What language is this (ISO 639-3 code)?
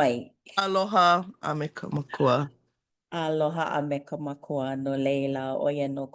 haw